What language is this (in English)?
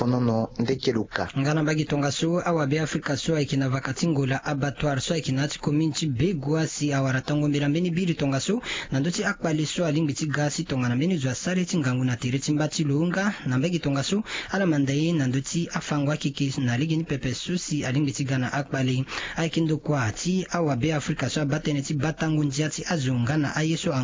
Sango